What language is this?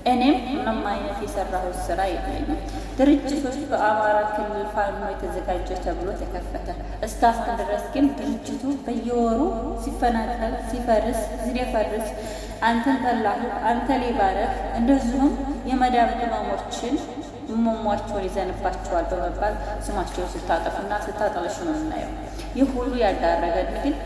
Amharic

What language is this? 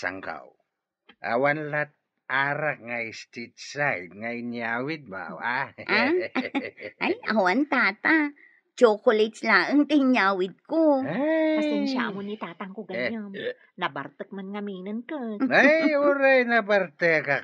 Iloko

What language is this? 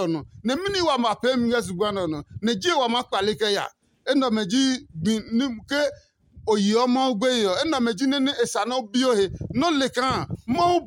Adangme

